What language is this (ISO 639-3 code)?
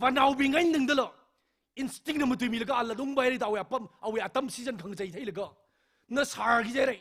nmf